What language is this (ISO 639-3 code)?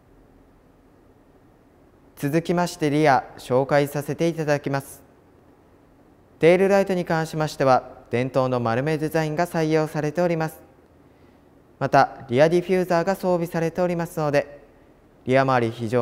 jpn